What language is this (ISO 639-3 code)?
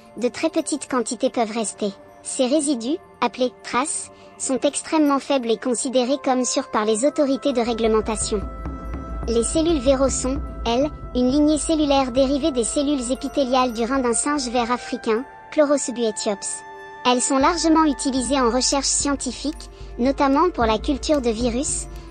fra